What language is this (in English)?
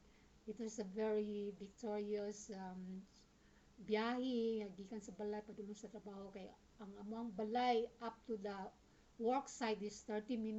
Cebuano